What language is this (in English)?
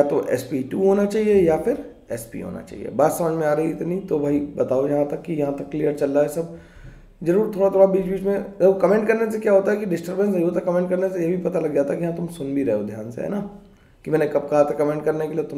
Hindi